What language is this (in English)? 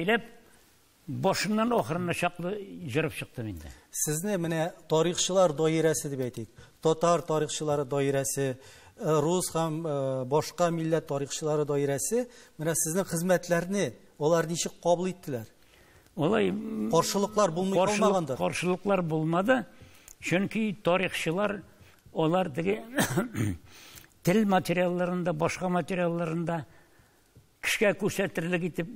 Tatar